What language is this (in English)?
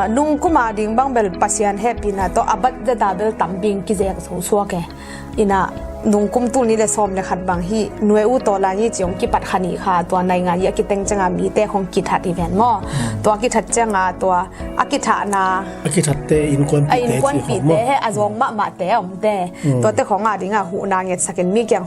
Tedim Chin